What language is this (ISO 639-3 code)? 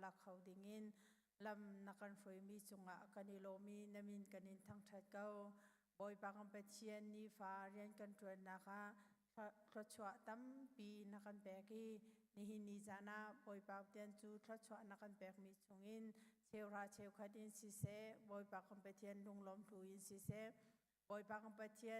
cnh